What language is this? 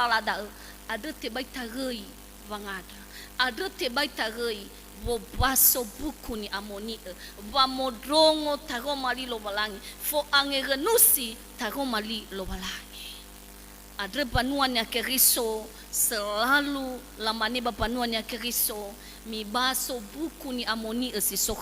Nias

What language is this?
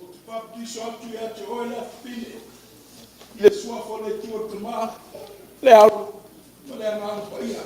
Samoan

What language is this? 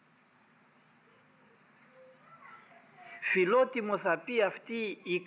Greek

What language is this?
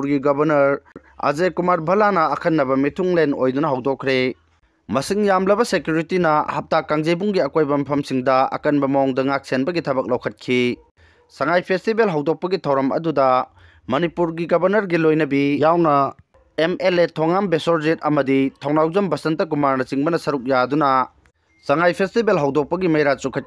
Manipuri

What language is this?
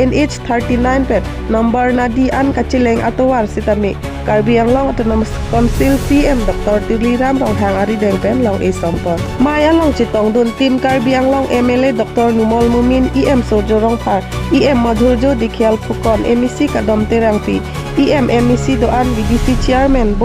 Karbi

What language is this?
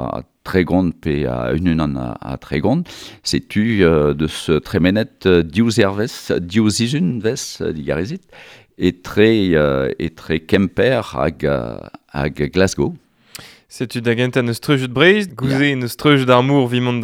Breton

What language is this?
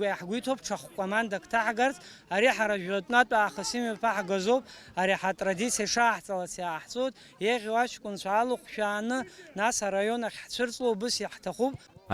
Abkhazian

